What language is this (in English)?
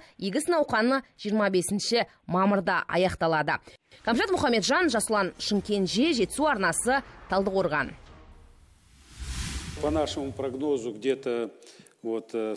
Kazakh